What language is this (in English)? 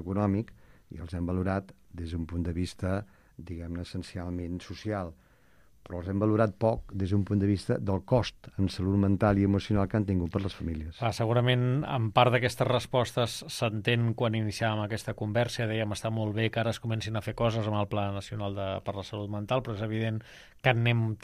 Catalan